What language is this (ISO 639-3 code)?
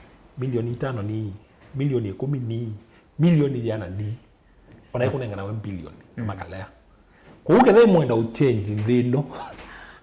kam